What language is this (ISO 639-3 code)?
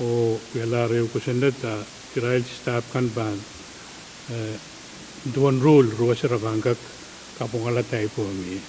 pon